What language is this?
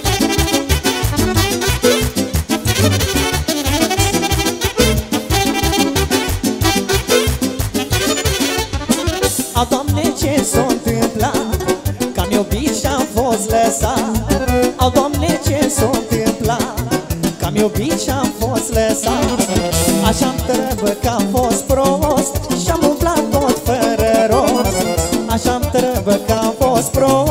Romanian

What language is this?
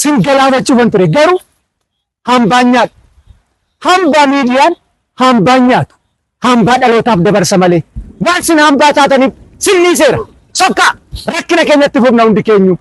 Oromo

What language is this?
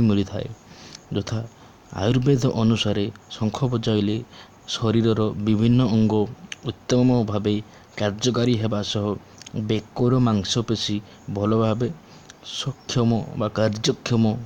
Odia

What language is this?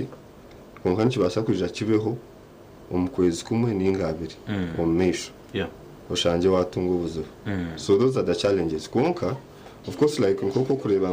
Nyankole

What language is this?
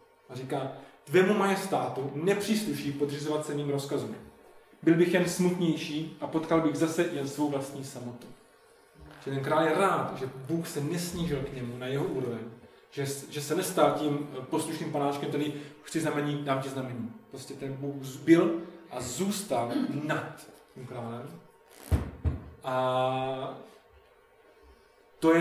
Czech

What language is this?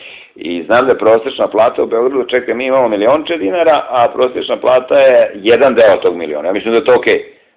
Serbian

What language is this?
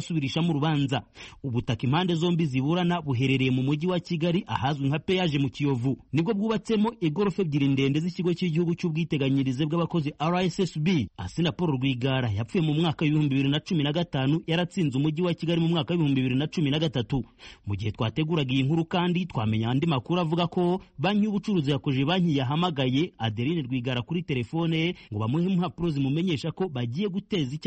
Kinyarwanda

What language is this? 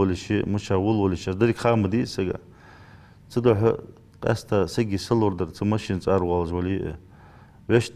Ingush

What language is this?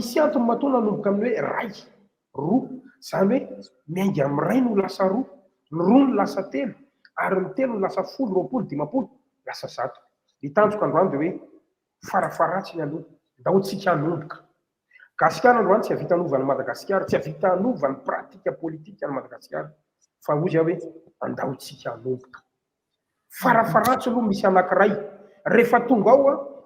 Malagasy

